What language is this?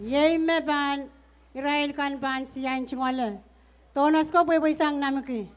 Pohnpeian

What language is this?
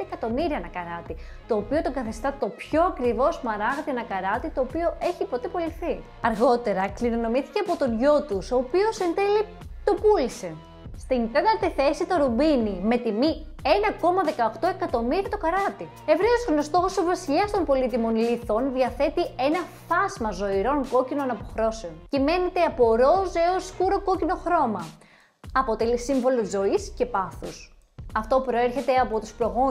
Greek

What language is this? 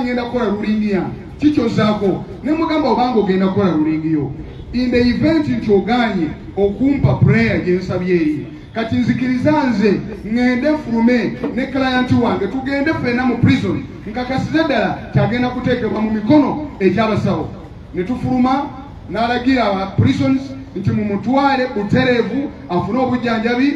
Ganda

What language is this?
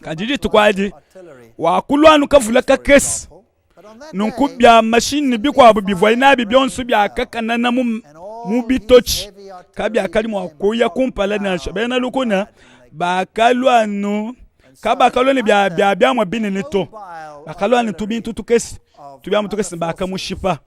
Luba-Lulua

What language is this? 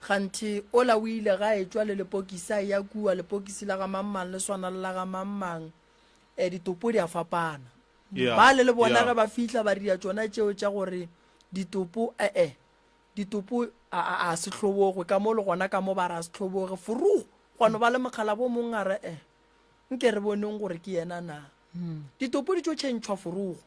Northern Sotho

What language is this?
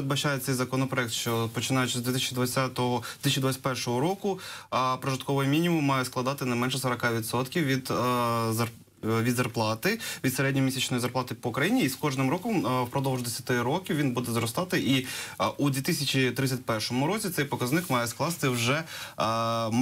Ukrainian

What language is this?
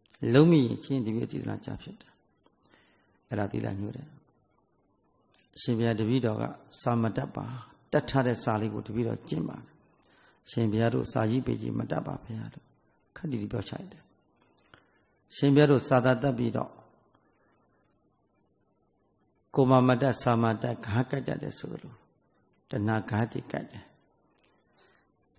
Burmese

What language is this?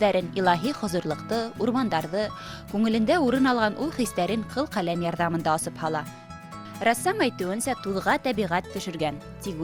Bashkir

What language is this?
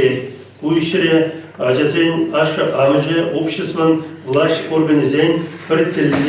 Chuvash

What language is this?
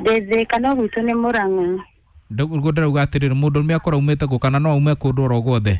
Kikuyu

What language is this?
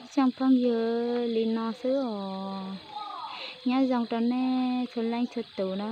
Hmong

